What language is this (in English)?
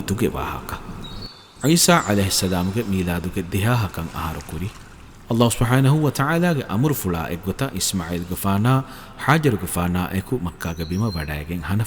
Divehi